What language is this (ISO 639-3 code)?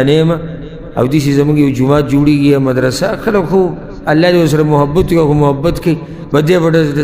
pus